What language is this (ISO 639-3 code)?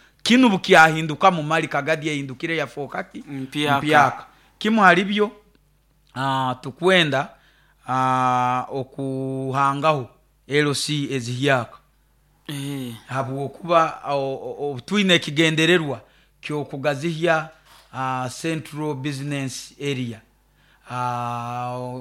nyo